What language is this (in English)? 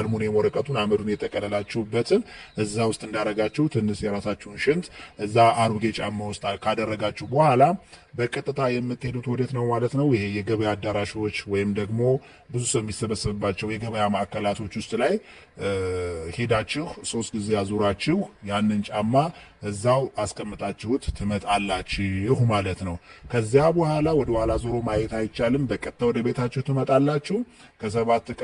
Amharic